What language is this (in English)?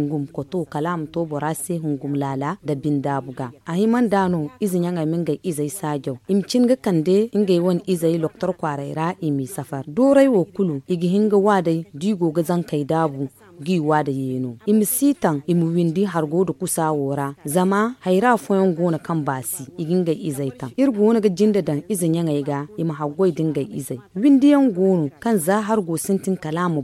Zarma